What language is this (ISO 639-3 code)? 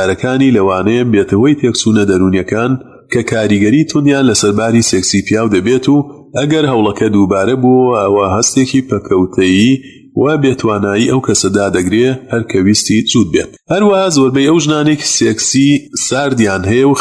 ckb